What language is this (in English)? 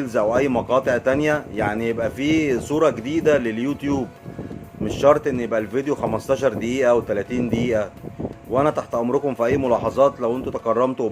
Egyptian Arabic